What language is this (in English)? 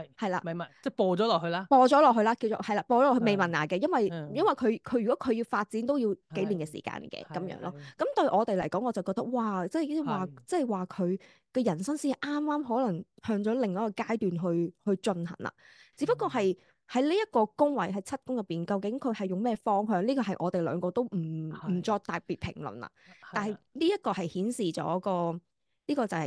Cantonese